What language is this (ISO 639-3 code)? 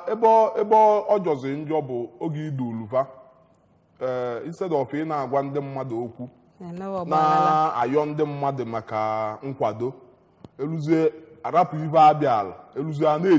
ibo